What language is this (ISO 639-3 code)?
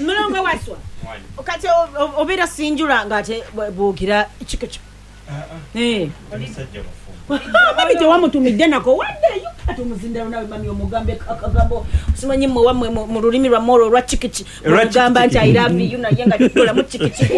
lug